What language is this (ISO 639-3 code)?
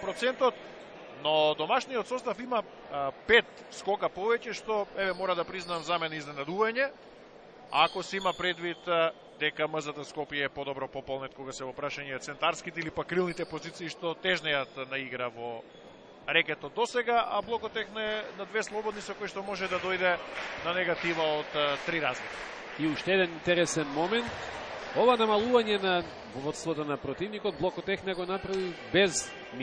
mkd